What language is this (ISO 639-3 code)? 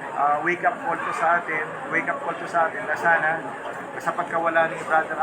mrw